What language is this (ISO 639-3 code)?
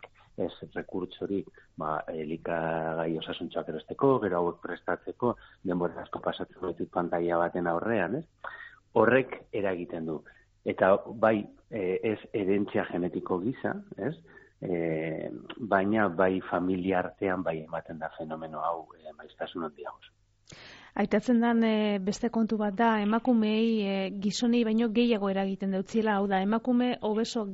eus